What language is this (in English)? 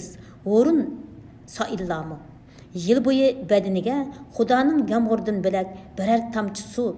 Uyghur